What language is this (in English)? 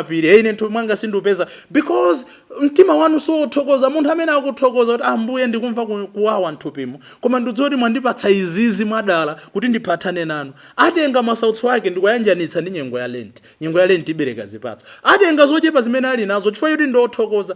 Nyanja